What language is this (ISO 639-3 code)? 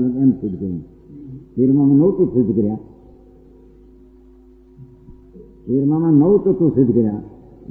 guj